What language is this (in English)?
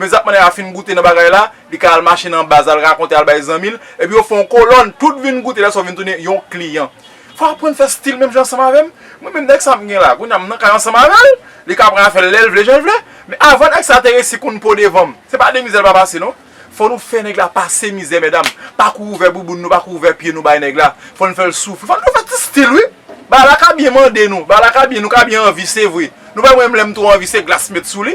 Haitian Creole